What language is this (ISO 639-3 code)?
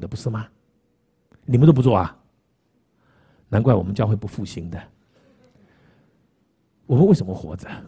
zho